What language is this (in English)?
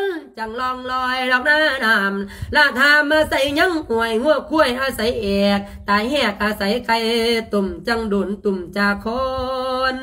Lao